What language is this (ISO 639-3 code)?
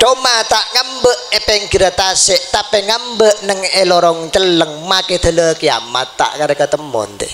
mad